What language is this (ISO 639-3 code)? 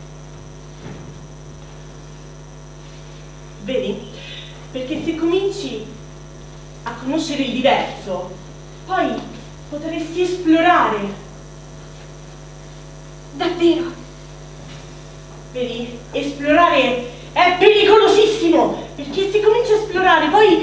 ita